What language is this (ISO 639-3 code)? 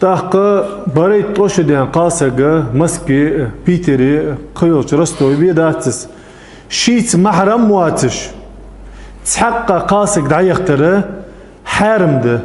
inh